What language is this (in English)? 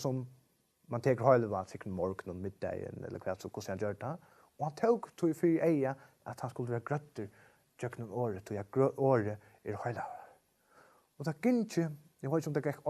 Faroese